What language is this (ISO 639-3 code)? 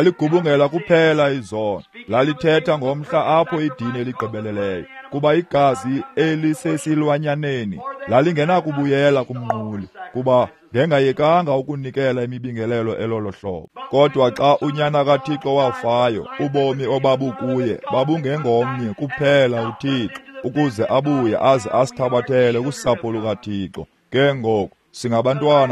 xho